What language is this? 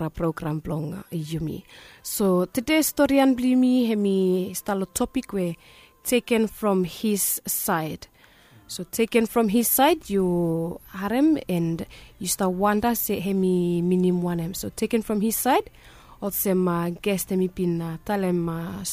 Bislama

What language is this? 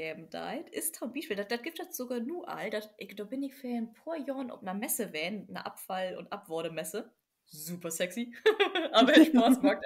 Low German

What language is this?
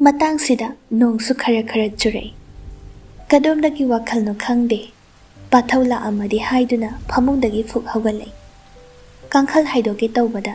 Manipuri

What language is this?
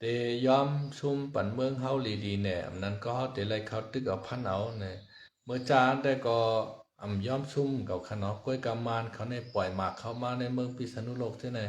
Shan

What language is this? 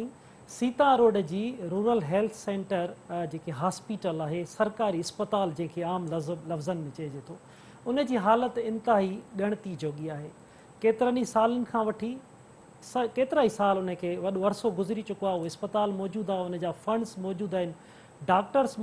Sindhi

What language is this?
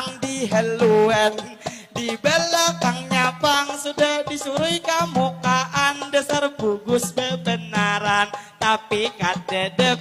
Banjar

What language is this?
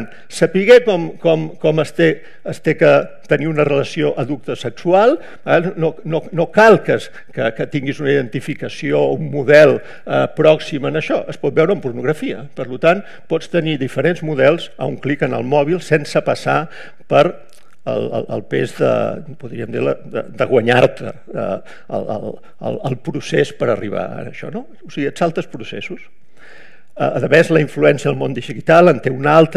Catalan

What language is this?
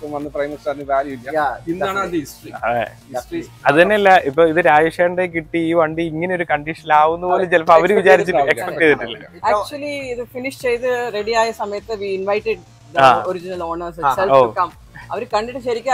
Malayalam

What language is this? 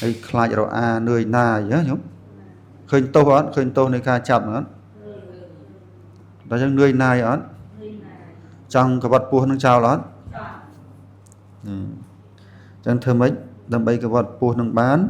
Khmer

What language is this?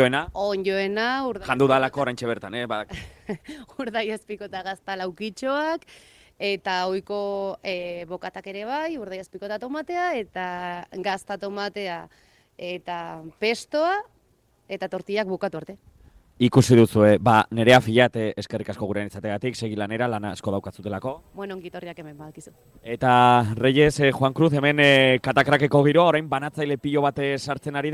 Basque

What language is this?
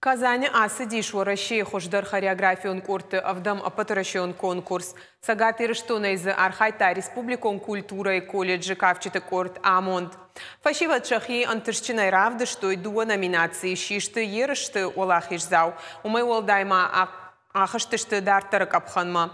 Ossetic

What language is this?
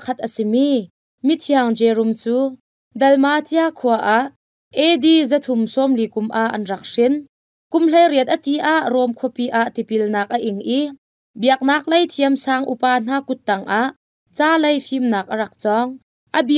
Hakha Chin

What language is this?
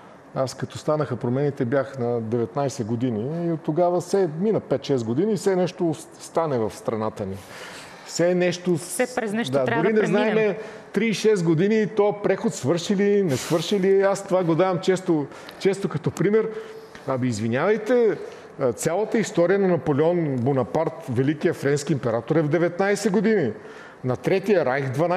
Bulgarian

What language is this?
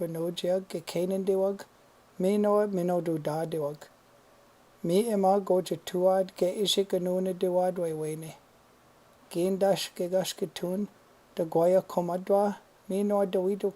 Chippewa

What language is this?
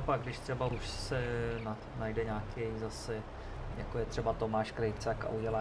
Czech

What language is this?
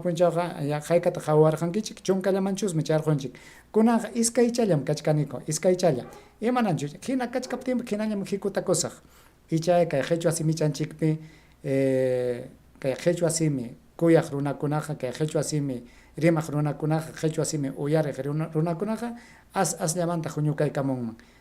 Ayacucho Quechua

